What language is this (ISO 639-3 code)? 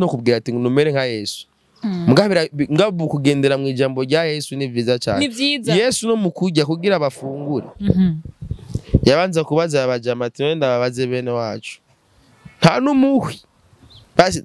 run